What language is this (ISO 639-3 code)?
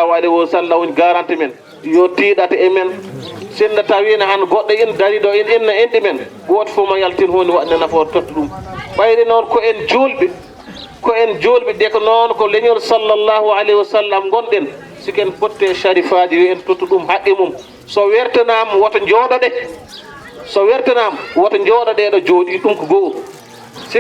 ful